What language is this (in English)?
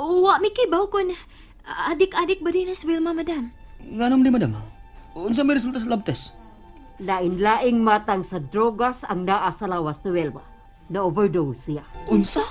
Cebuano